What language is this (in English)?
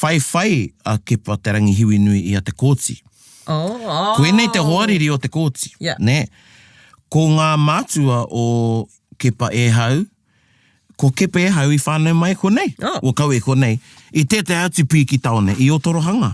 Māori